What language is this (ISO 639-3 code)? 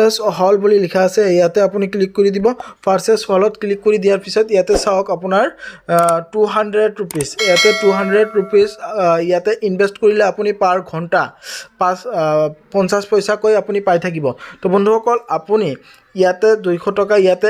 asm